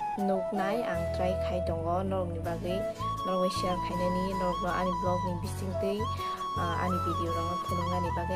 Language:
Kok Borok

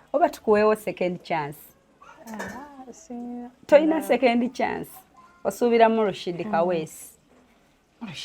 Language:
Ganda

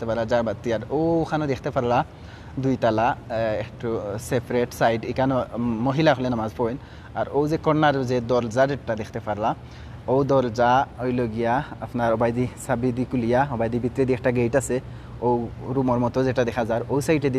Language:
Sylheti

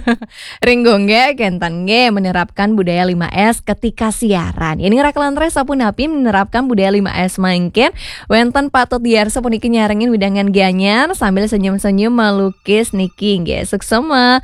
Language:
Balinese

